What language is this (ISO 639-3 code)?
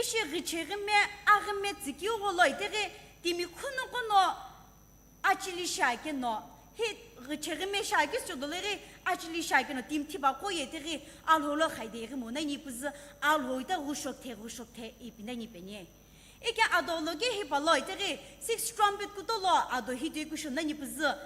nsm